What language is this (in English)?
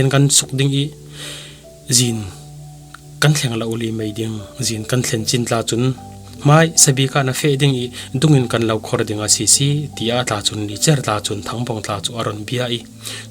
Falam Chin